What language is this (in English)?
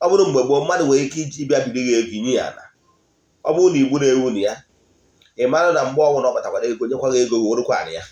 Igbo